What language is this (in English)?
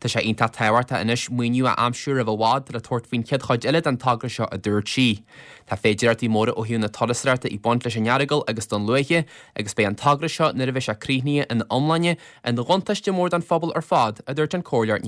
Irish